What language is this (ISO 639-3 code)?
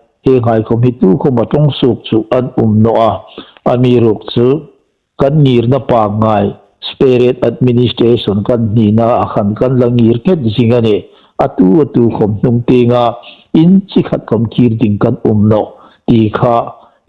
hmr